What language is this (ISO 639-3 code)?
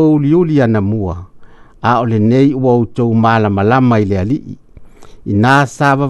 smo